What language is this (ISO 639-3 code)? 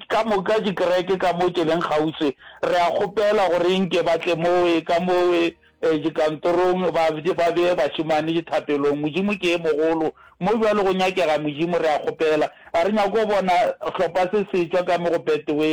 nso